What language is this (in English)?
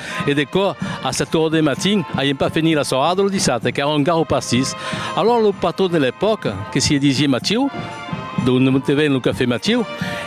Occitan